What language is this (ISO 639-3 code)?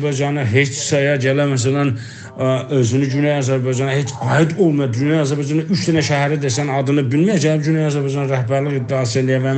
azb